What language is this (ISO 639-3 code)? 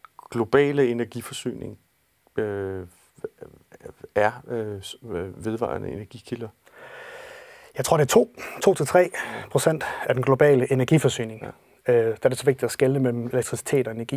dan